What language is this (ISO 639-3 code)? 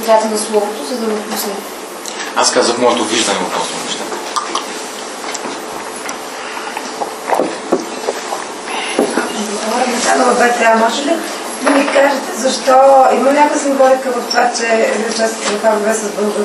bul